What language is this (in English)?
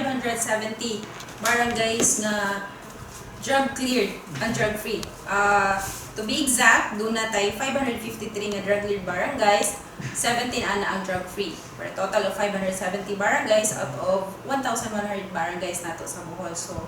Cebuano